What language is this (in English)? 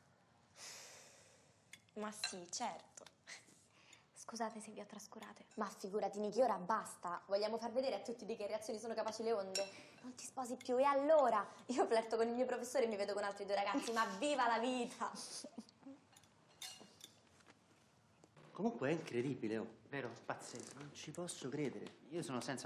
Italian